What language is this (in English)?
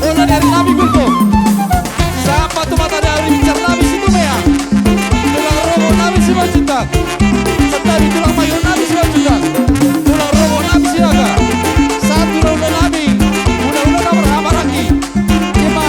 Batak Toba